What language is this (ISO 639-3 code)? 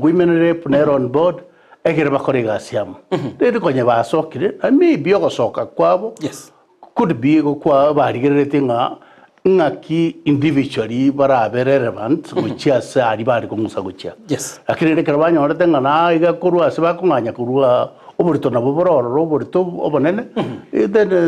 guz